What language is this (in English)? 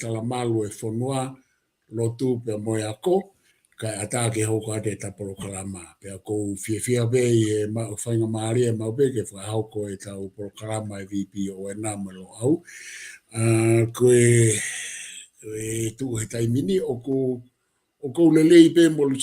Tongan